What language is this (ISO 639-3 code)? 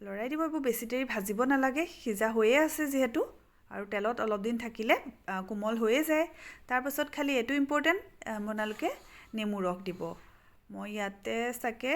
asm